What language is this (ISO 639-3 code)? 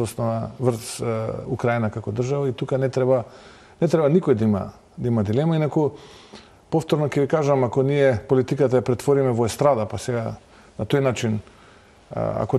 mkd